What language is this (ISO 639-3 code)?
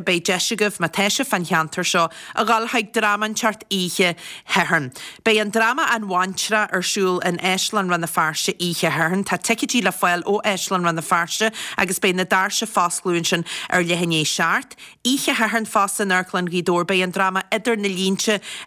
gle